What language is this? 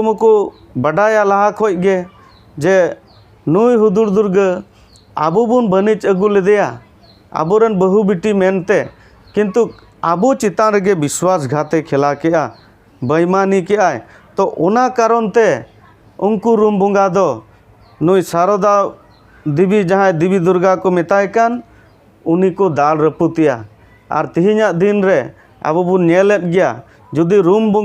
Santali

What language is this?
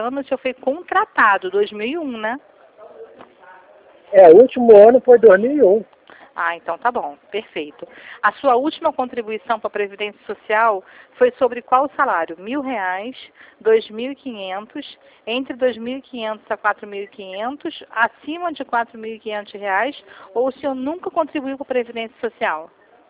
Portuguese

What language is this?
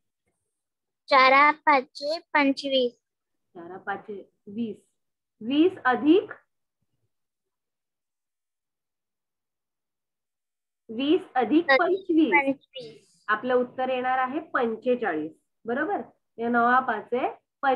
Marathi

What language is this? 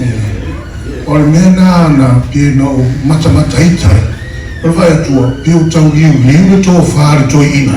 Samoan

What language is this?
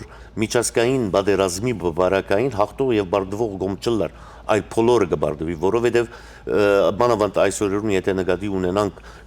Western Armenian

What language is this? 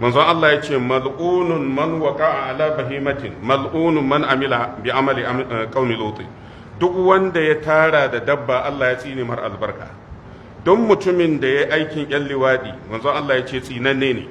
Hausa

